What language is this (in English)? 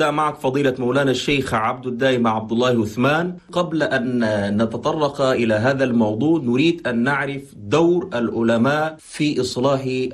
Chadian Arabic